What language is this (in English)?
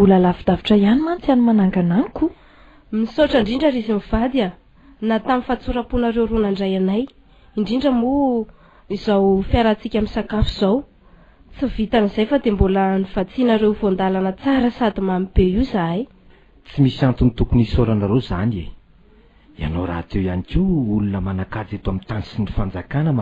Malagasy